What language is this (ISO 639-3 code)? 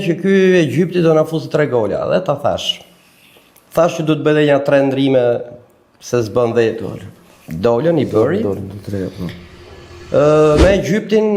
sqi